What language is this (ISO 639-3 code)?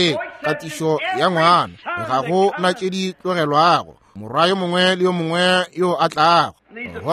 nso